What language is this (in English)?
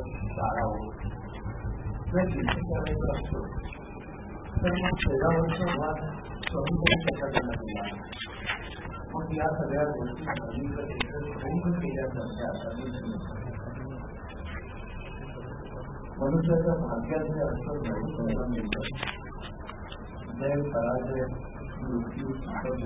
Marathi